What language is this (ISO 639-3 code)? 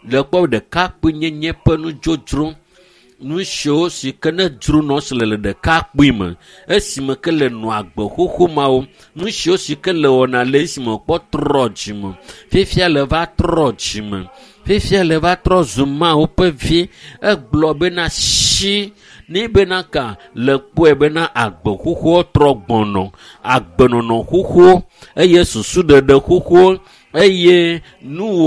ewe